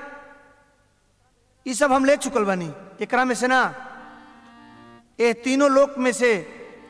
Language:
Bhojpuri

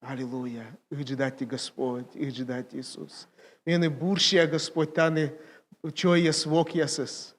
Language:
Komi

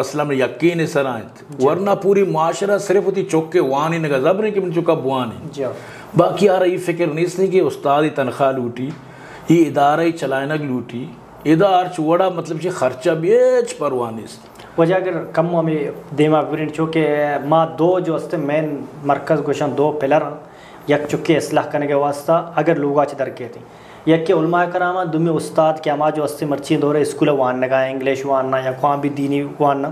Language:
Eastern Balochi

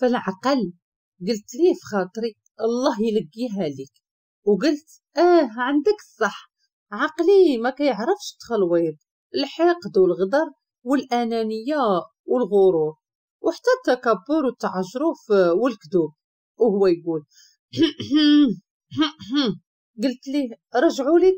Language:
Moroccan Arabic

